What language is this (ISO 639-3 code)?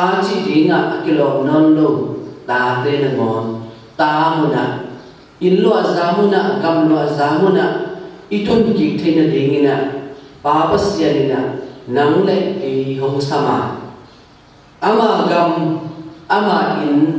ctd